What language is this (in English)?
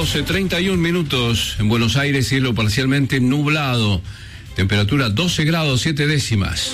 Spanish